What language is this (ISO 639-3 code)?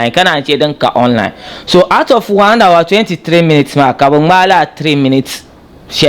dag